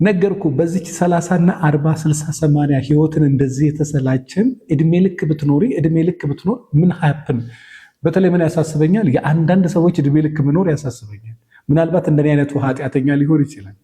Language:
Amharic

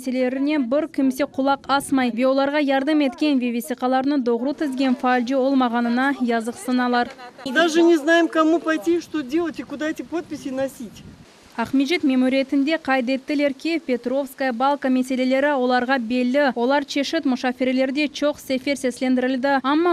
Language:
Crimean Tatar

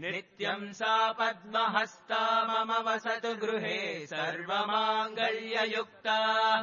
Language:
Sanskrit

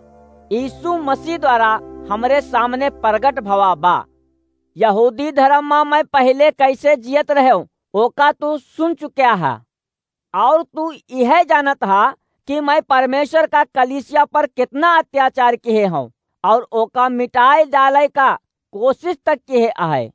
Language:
Awadhi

